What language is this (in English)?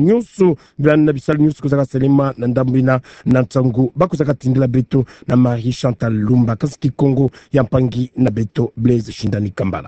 Kituba (Democratic Republic of Congo)